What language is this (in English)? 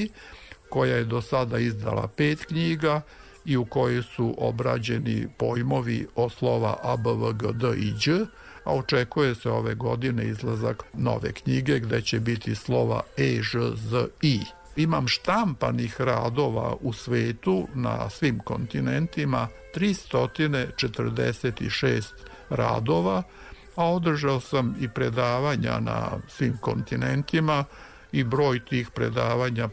Serbian